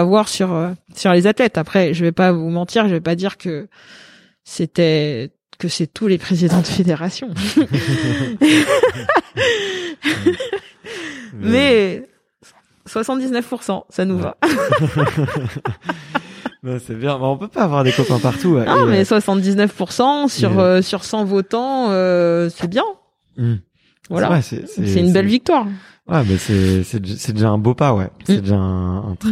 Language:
French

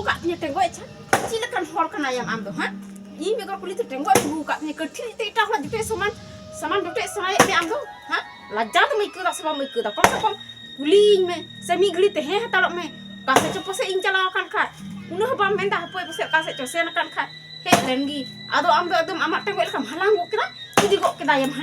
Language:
Santali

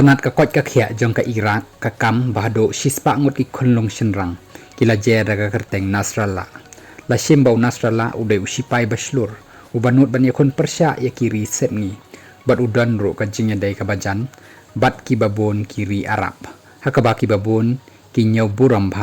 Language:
Khasi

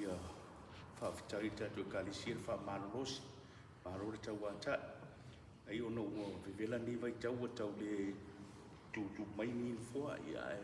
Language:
Samoan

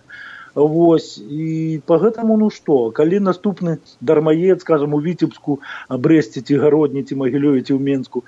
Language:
Belarusian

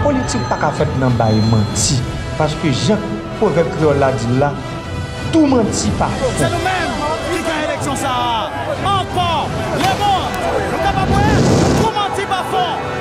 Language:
Haitian Creole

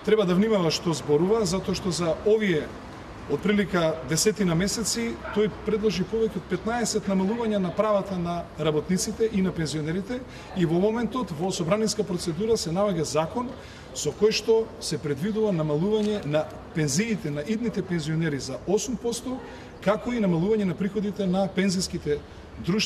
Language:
Macedonian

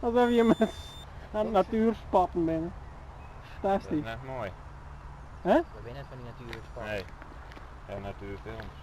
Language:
Western Frisian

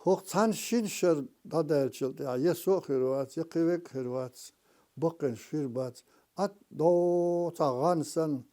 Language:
Chechen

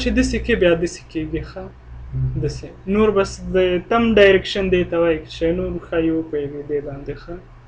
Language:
Pashto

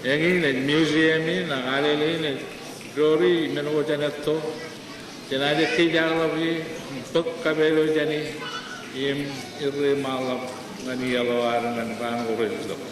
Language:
Marshallese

